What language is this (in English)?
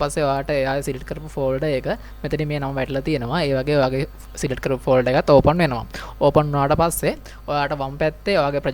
Sinhala